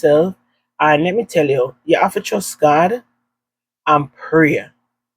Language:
Jamaican Creole English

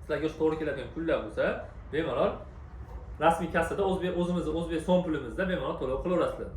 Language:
Uzbek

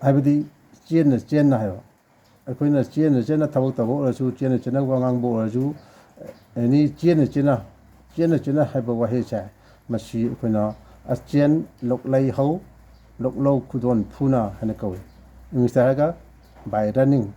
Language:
Manipuri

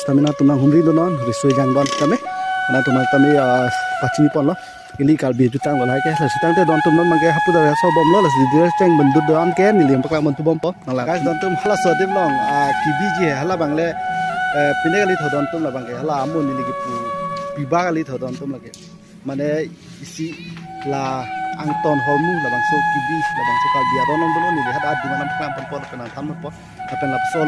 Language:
Karbi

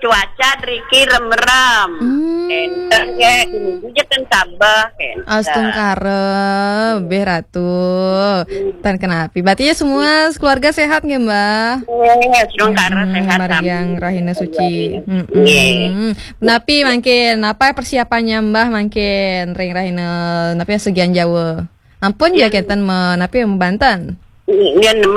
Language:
Balinese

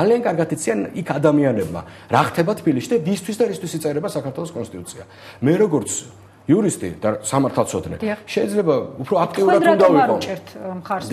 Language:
Georgian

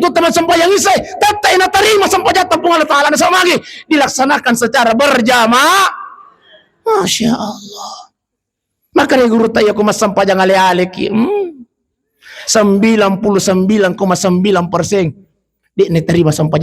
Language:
Buginese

